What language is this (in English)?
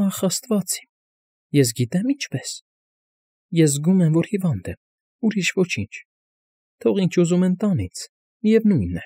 Armenian